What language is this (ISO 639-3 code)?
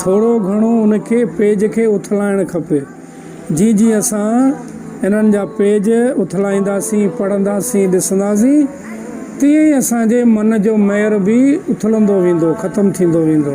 snd